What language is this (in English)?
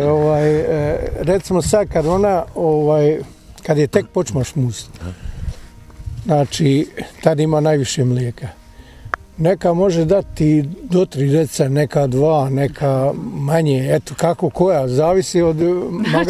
Bosnian